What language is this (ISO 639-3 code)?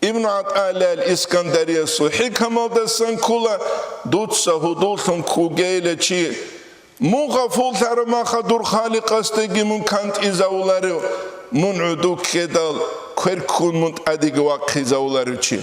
ava